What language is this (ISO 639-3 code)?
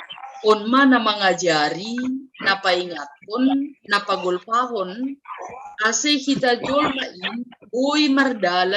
bts